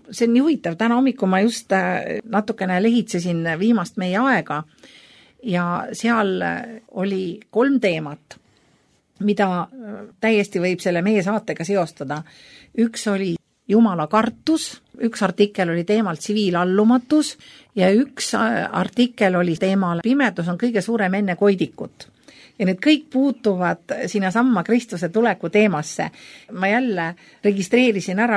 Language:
Estonian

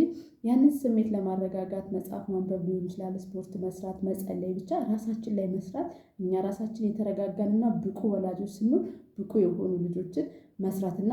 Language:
Amharic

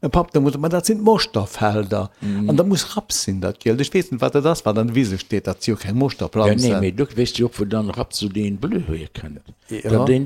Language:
Luxembourgish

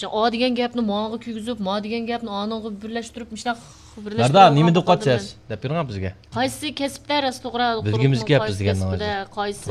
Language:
Uyghur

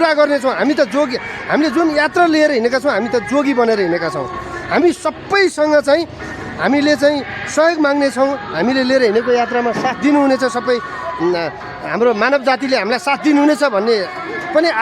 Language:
Nepali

